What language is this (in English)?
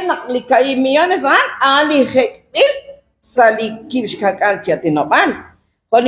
Kekchí